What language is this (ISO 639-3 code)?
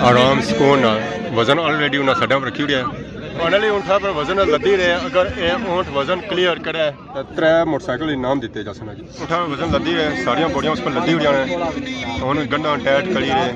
phr